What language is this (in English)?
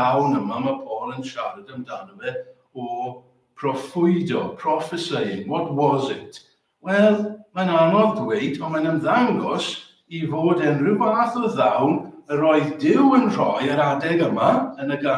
Welsh